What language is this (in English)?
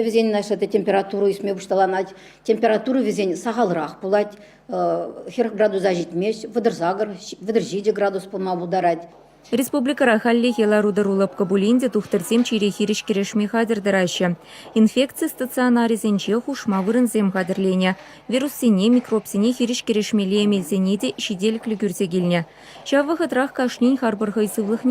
Chuvash